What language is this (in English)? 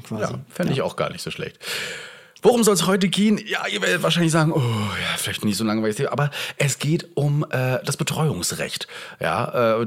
German